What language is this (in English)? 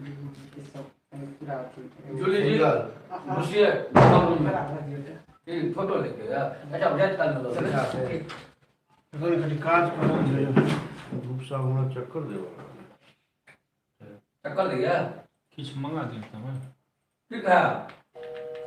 Maithili